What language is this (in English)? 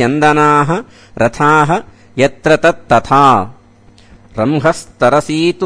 Sanskrit